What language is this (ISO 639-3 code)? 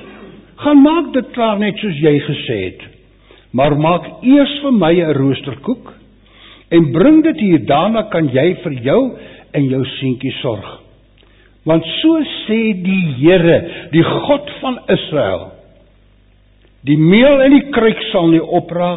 afr